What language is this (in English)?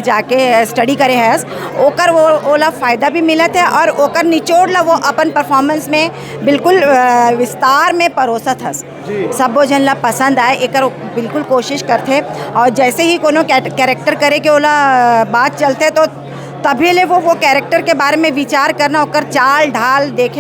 Chhattisgarhi